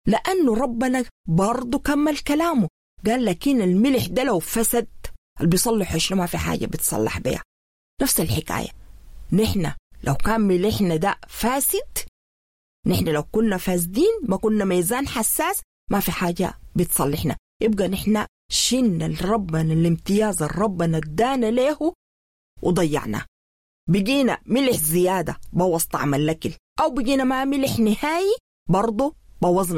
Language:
Sudanese Arabic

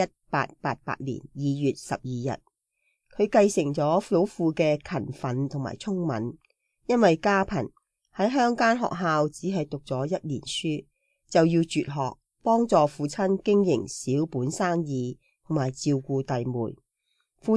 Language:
Cantonese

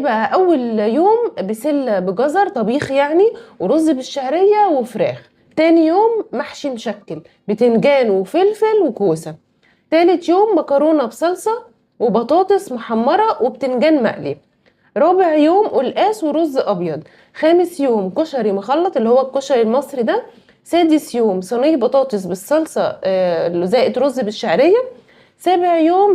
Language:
Egyptian Arabic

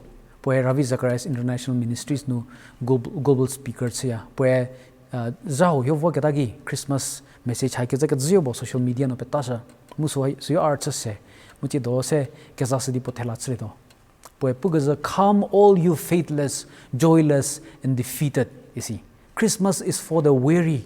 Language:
Angami Naga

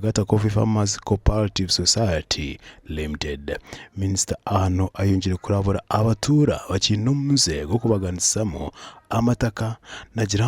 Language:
Nyankole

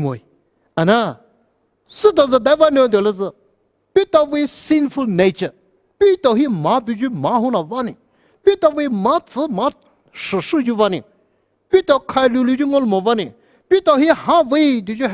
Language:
Poumei Naga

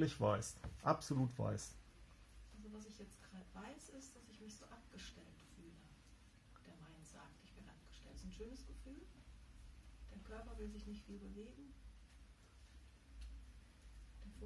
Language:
German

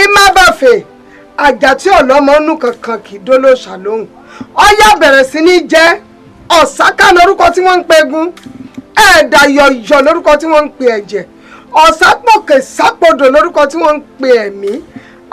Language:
Yoruba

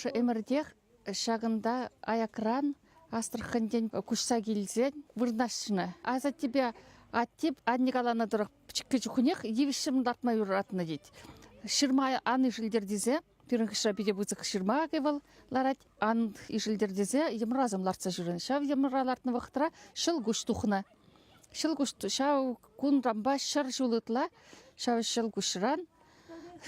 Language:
Chuvash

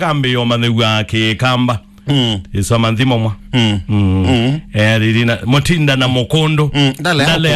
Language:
Kamba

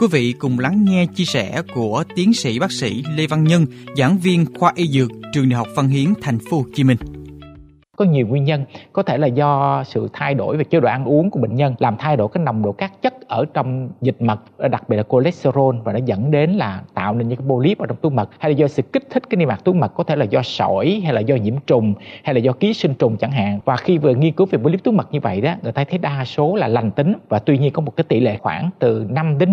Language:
Vietnamese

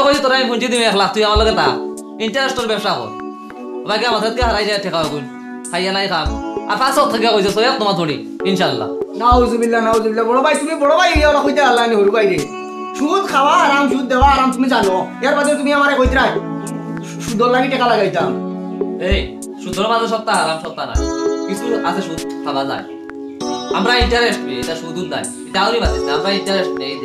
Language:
Sylheti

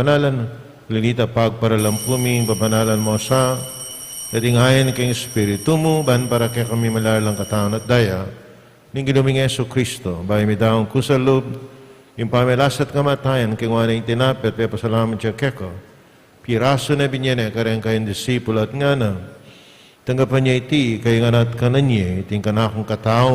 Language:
Pampanga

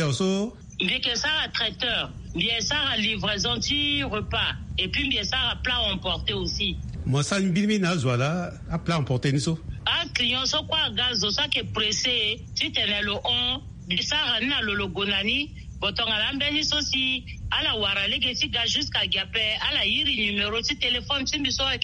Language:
Sango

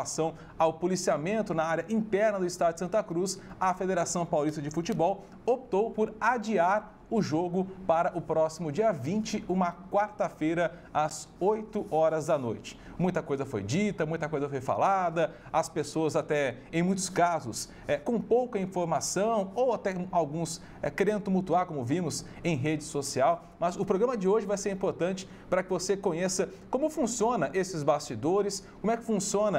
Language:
Portuguese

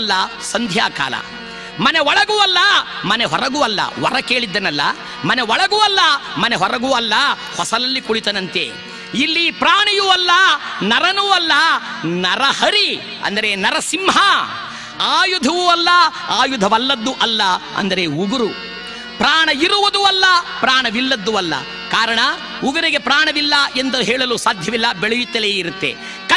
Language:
Kannada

